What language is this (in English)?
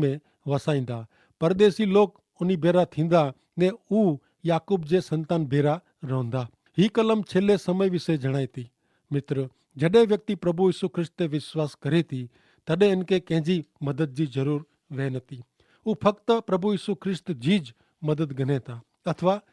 Kachhi